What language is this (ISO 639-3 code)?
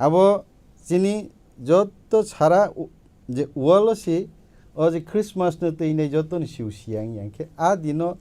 trp